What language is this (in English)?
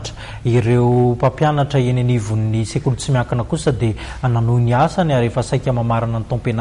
Malagasy